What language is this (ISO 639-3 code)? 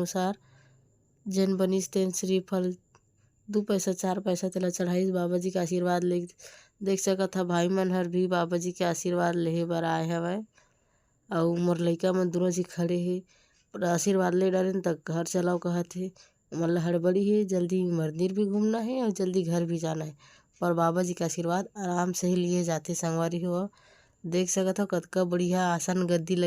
hne